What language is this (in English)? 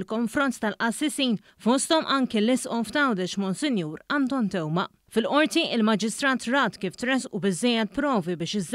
Maltese